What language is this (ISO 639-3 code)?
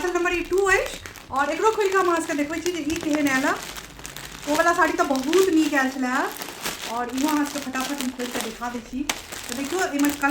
mai